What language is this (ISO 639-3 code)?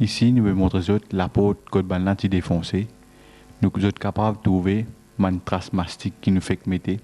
mfe